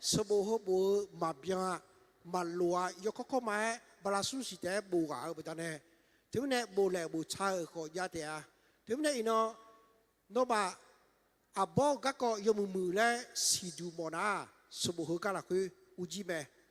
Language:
Akha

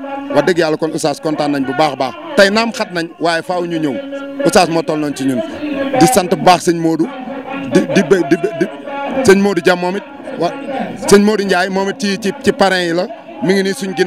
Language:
Wolof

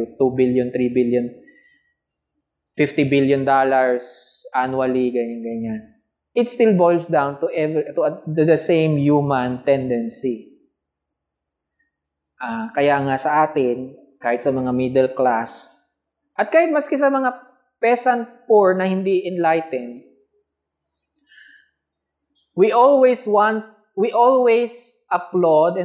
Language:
Filipino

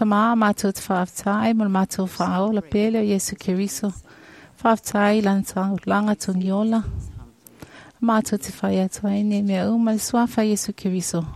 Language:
Samoan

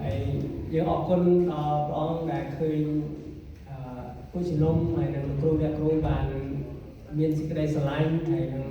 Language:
Central Mnong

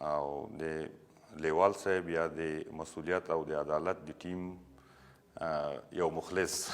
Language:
Pashto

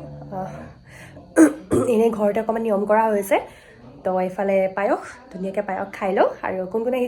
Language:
Assamese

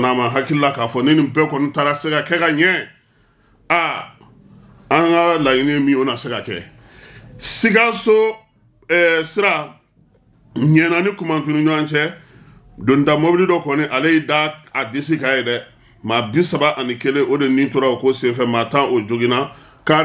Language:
Bambara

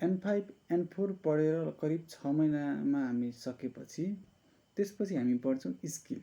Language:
Nepali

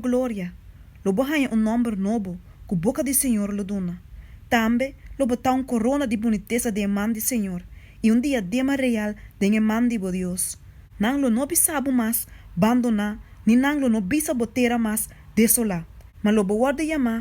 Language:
Papiamento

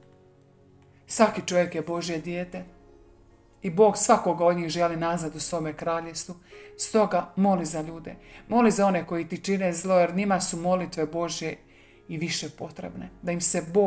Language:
Croatian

